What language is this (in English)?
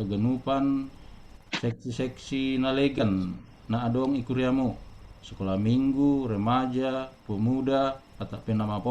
Batak Simalungun